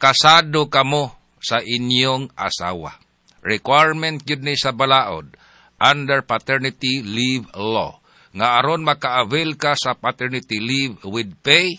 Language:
Cebuano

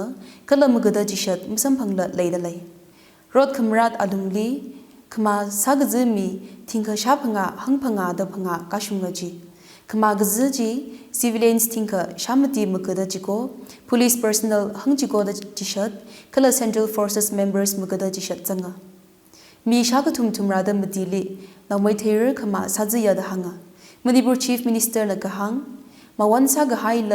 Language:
Tangkhul Naga (India)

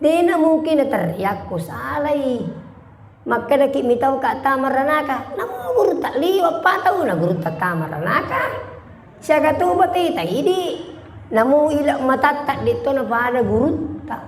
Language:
Buginese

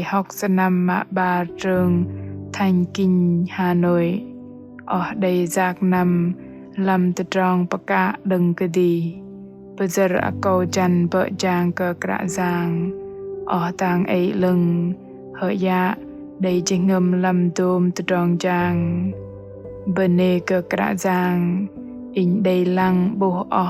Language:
Bahnar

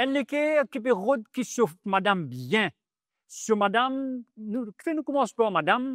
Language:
Morisyen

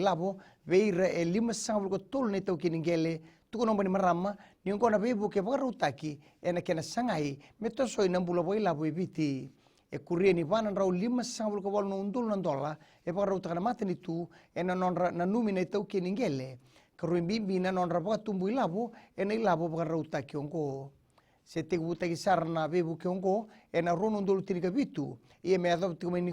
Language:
Fijian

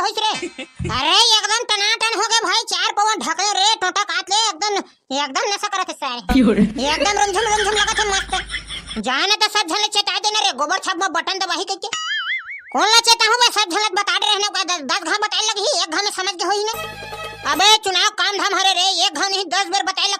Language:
Chhattisgarhi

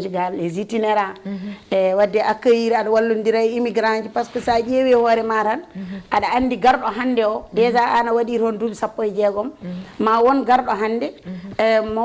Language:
Fula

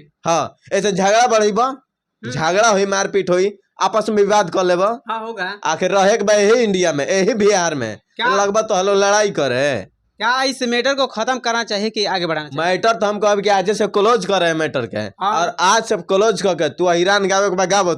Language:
Bhojpuri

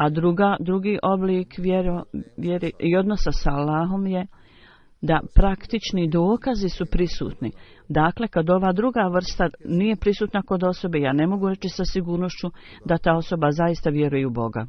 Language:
Bosnian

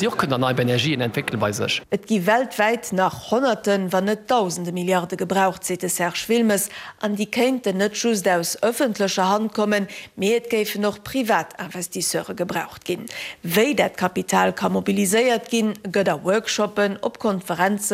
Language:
Luxembourgish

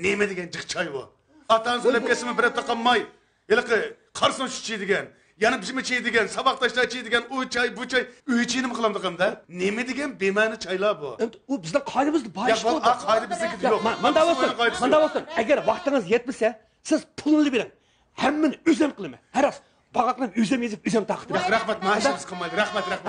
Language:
Uyghur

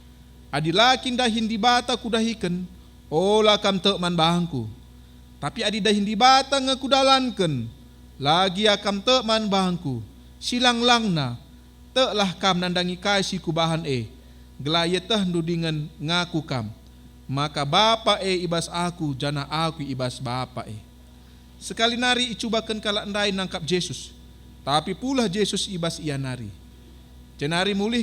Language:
Batak Karo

